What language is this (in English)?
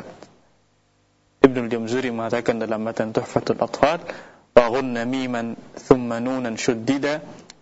Indonesian